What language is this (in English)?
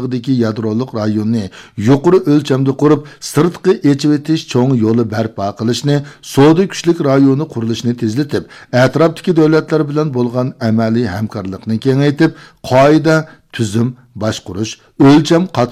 Uyghur